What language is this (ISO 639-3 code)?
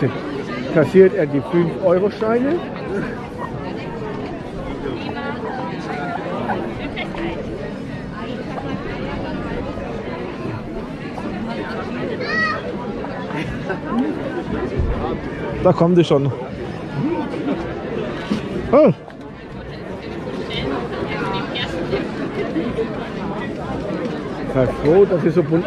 deu